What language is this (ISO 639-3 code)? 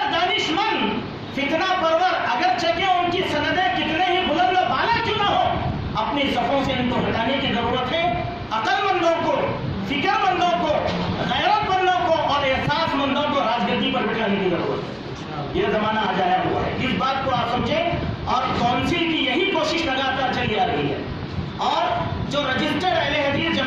urd